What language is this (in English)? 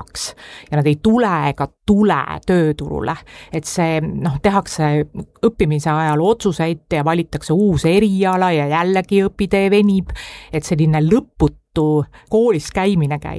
Estonian